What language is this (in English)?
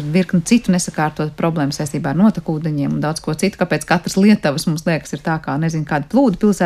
Latvian